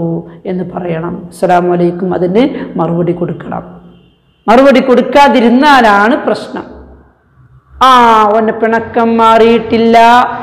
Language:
Malayalam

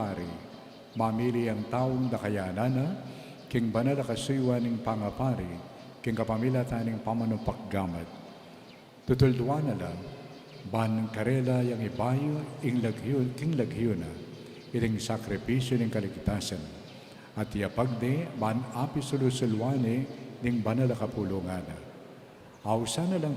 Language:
Pampanga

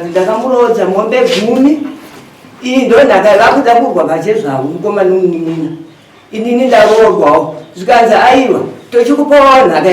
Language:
Shona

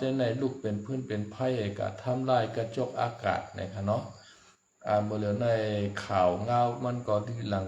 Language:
Shan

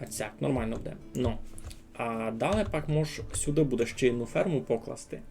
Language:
Rusyn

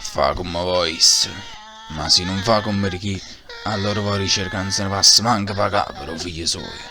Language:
Neapolitan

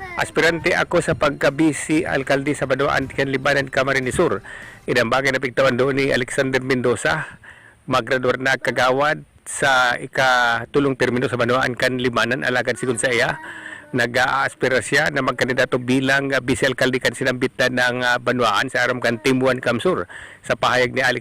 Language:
Bikol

